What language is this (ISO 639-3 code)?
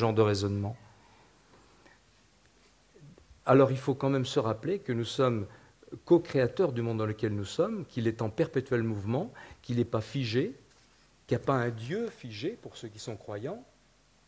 fra